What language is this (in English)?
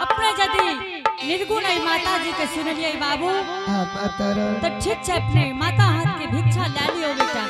Angika